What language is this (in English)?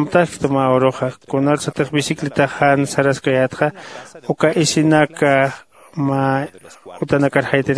Aymara